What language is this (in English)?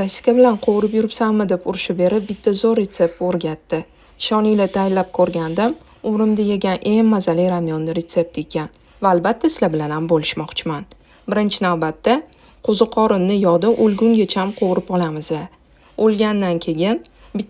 Uzbek